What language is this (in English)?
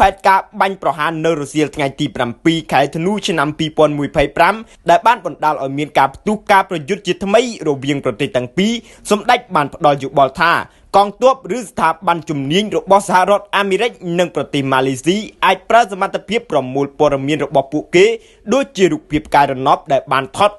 Khmer